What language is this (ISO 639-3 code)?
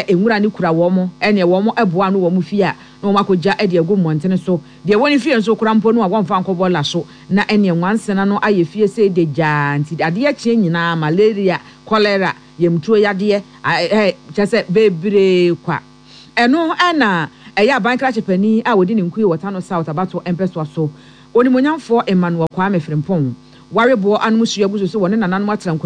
aka